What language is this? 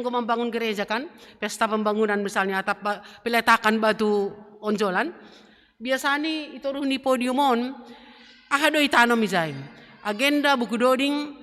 Batak Simalungun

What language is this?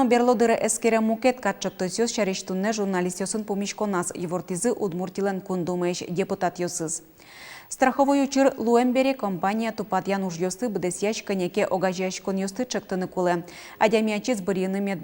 Udmurt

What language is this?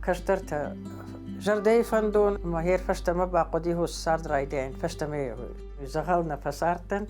Ossetic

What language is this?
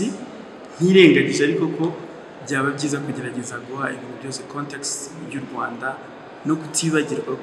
Kinyarwanda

